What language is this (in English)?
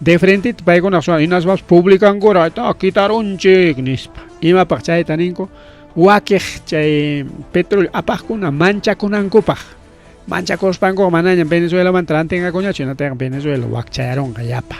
Ayacucho Quechua